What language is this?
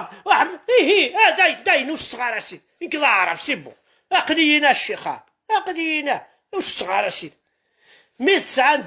Kabyle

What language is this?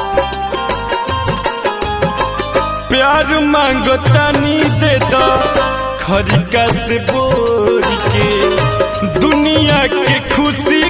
Bhojpuri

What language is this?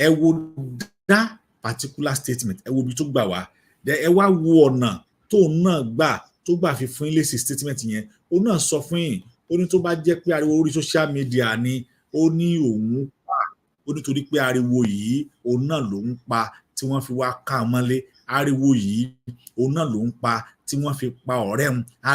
Yoruba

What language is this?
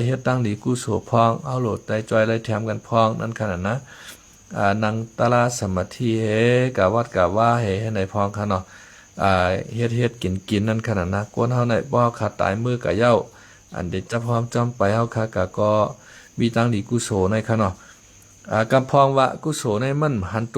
Shan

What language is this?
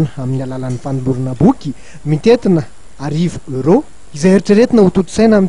Malagasy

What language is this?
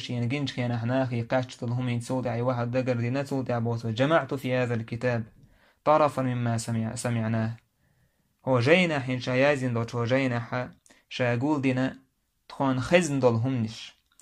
Chechen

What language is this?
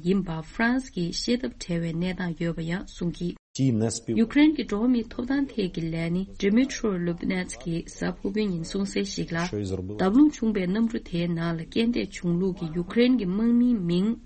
Tibetan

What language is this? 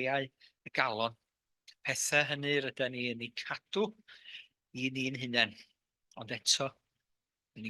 Welsh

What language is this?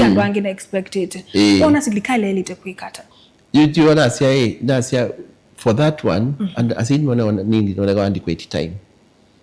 Kamba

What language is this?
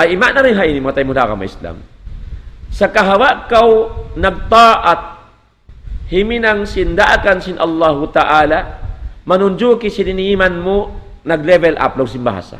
Tausug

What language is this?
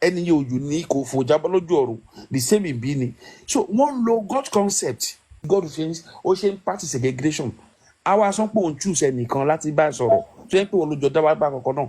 Yoruba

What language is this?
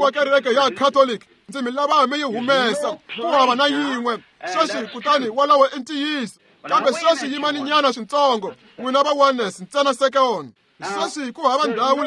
Tsonga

